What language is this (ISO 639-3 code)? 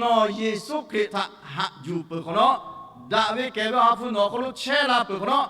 lhu